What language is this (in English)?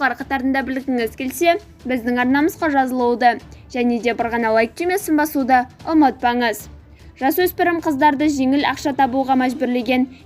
Kazakh